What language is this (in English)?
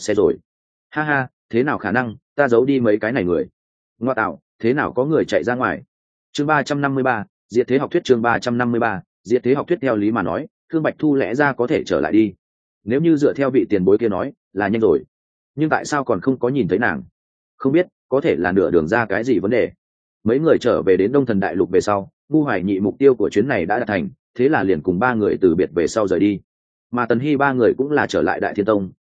Vietnamese